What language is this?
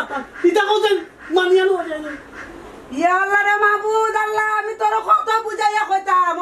Sylheti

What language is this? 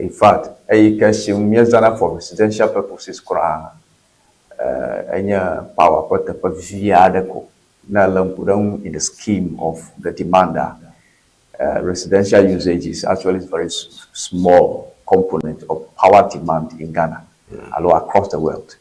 Ewe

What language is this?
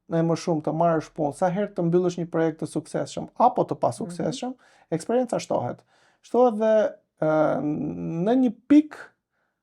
Albanian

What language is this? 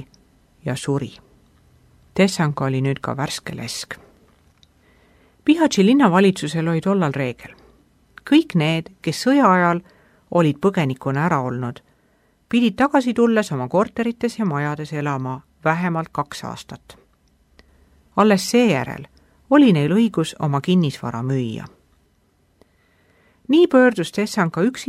Estonian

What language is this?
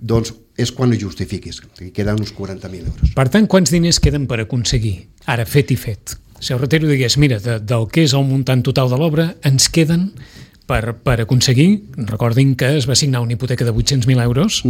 Catalan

